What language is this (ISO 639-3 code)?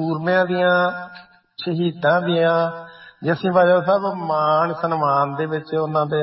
pan